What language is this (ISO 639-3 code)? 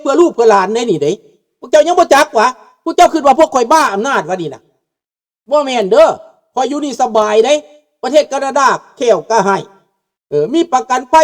lao